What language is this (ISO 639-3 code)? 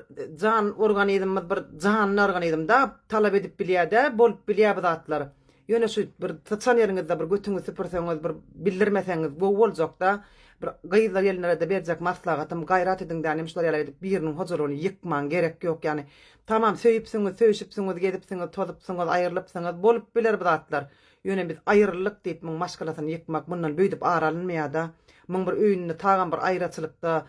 tuk